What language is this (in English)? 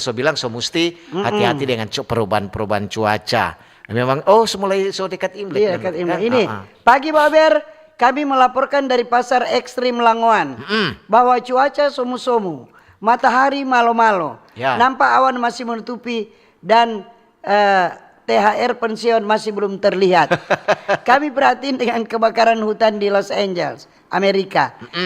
Manado Malay